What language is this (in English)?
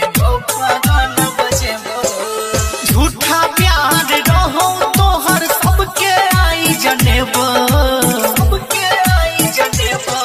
Bhojpuri